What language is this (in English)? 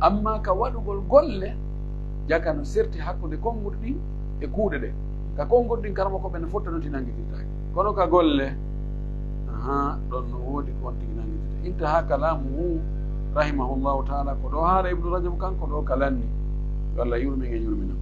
Pular